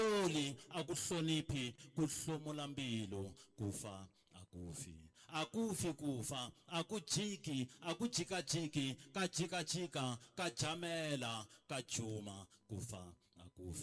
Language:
Tsonga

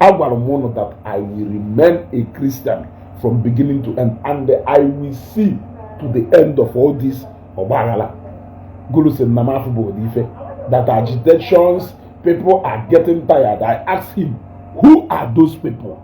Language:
Igbo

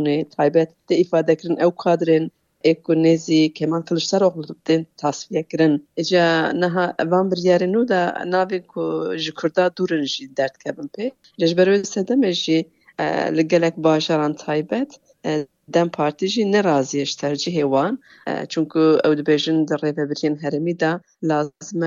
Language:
Kurdish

